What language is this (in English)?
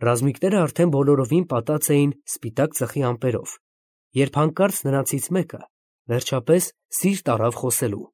Armenian